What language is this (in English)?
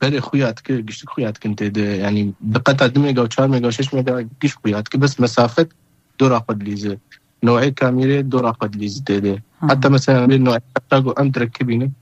Kurdish